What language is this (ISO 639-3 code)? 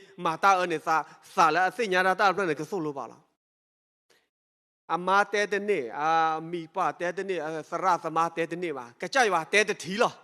ksw